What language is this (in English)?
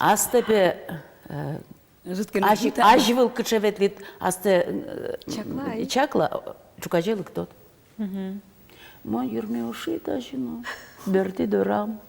Udmurt